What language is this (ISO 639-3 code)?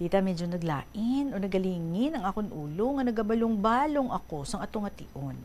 hil